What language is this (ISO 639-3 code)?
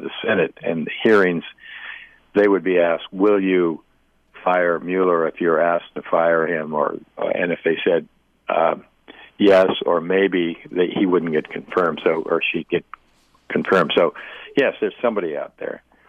eng